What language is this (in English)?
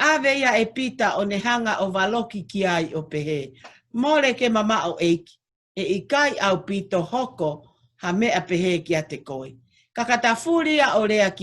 Tongan